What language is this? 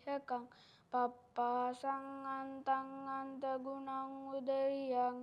Sinhala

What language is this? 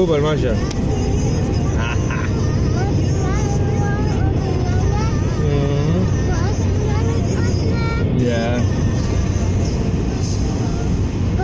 Danish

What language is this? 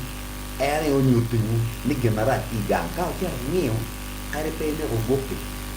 Acoli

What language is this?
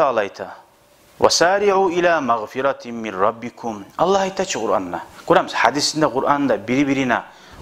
Kumyk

